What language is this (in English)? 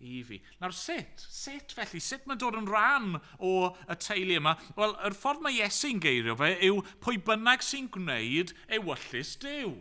Welsh